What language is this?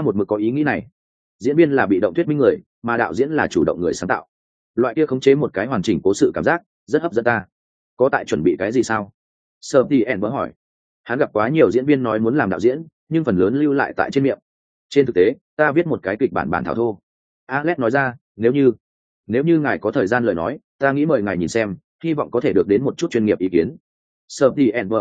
Vietnamese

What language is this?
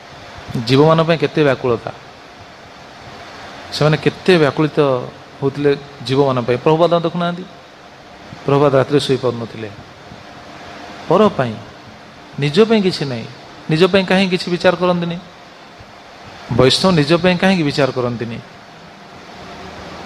Odia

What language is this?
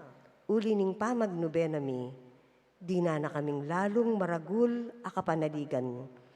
Pampanga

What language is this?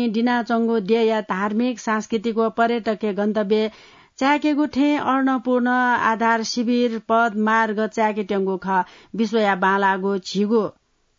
Newari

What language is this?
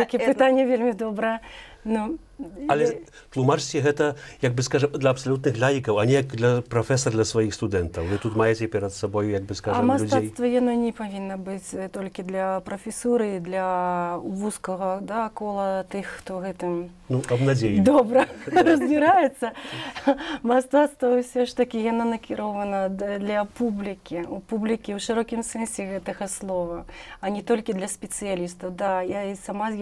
Belarusian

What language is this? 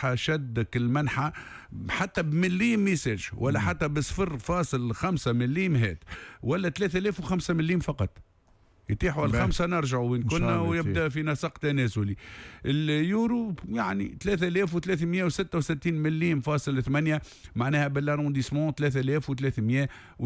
Tunisian Arabic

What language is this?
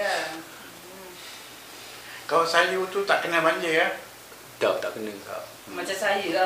Malay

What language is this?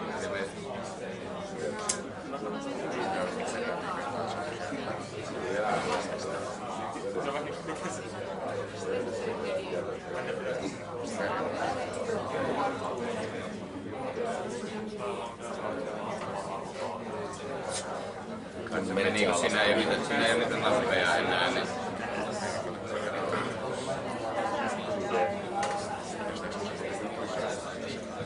Finnish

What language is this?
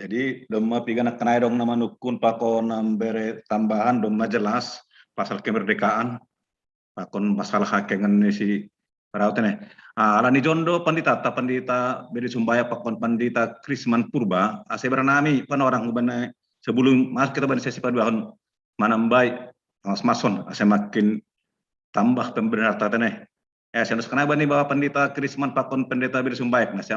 Batak Simalungun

